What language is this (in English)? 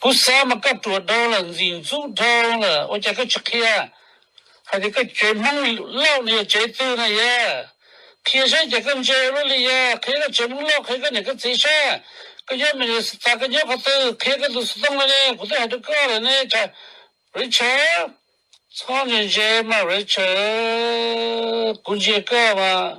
Hmong